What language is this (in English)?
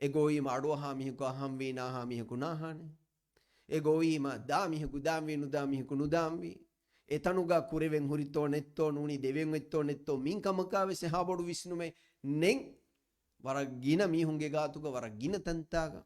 Divehi